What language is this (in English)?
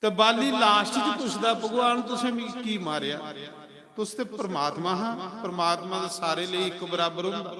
Dogri